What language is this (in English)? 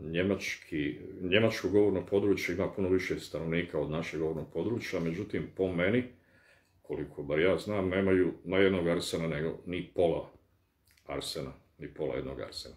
Bosnian